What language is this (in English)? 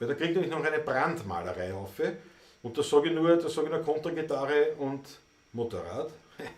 Bavarian